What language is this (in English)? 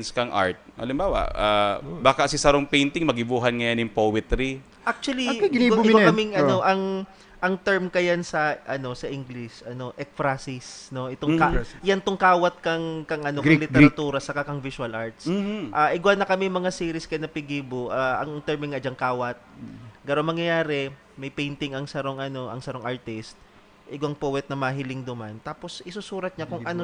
Bikol